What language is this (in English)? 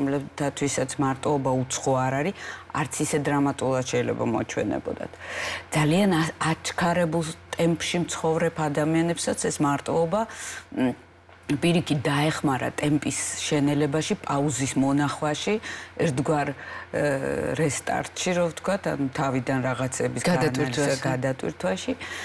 Georgian